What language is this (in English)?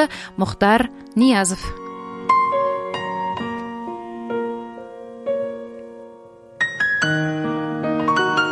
Kazakh